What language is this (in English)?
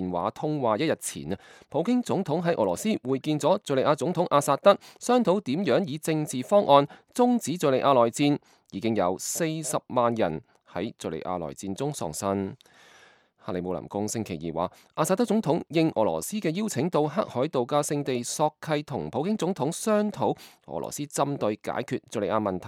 Cantonese